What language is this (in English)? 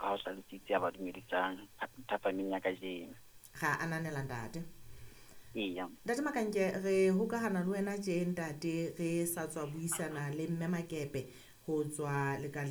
Southern Sotho